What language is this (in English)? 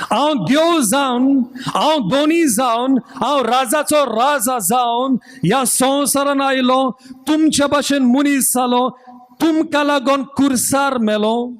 Konkani